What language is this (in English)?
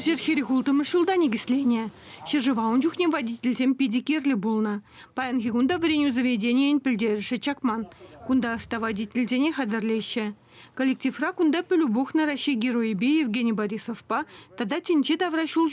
Chuvash